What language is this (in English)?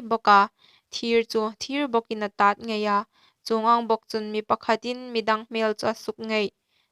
Hmar